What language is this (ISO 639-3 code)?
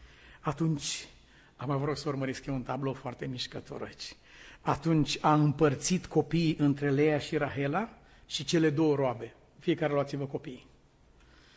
ron